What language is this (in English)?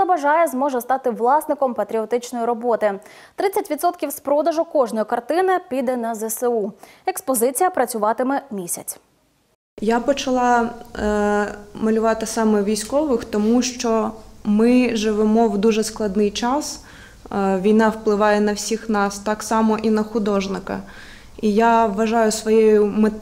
Ukrainian